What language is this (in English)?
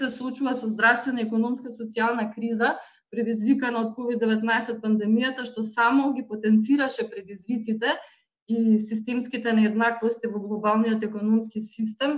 Macedonian